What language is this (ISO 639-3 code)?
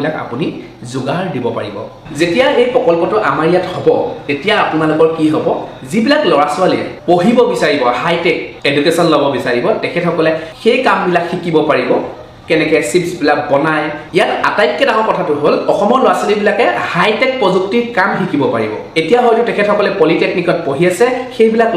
asm